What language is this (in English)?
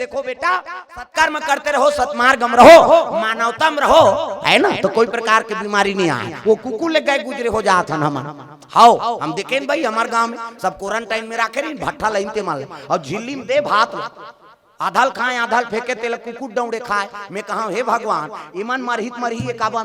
Chhattisgarhi